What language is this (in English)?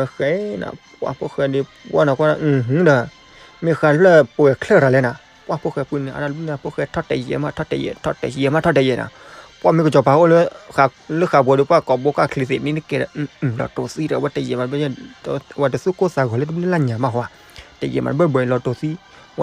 S'gaw Karen